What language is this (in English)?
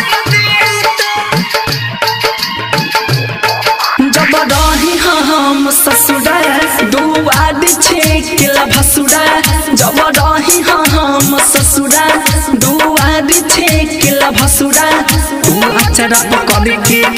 Bhojpuri